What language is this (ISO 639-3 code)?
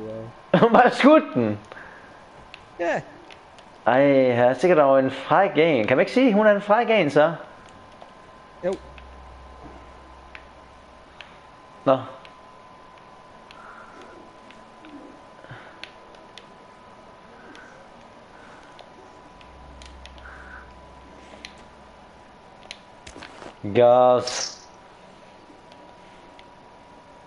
dan